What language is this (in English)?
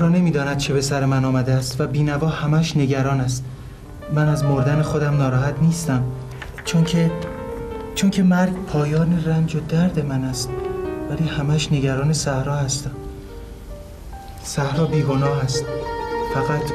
Persian